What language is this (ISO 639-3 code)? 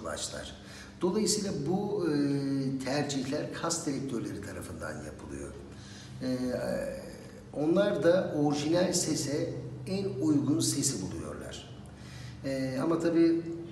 tur